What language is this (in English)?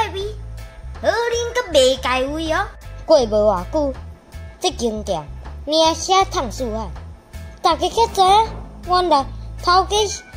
Min Nan Chinese